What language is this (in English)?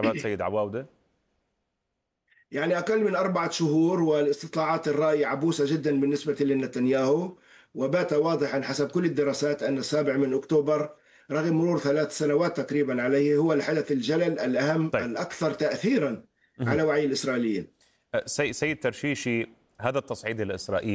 Arabic